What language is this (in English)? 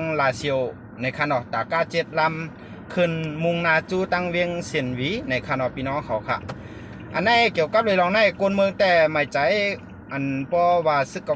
Shan